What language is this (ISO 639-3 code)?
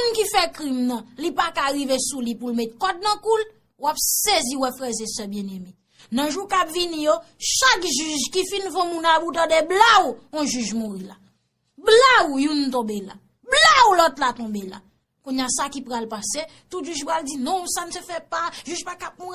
hat